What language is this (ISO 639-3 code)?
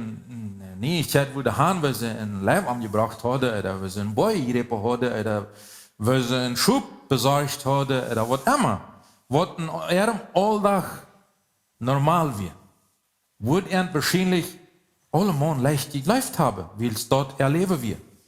pdt